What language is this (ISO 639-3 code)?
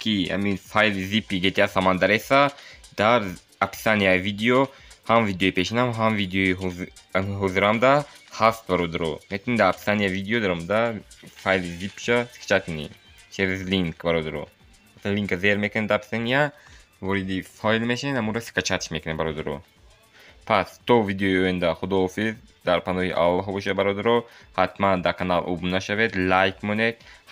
tgk